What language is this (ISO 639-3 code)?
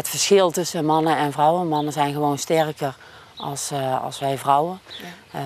nld